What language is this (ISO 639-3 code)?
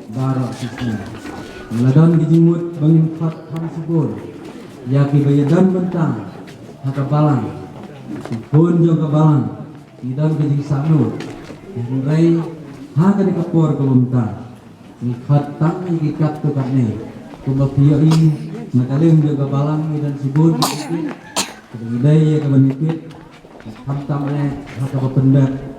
kha